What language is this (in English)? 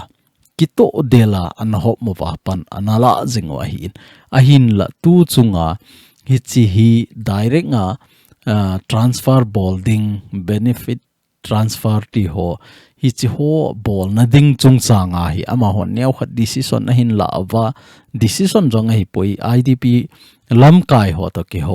Thado Chin